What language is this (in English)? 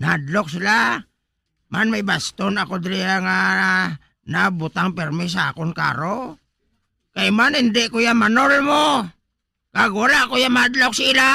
Hiligaynon